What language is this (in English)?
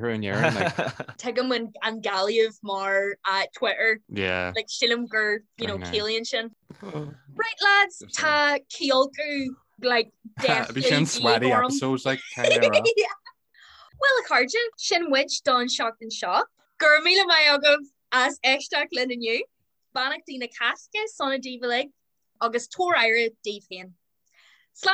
Irish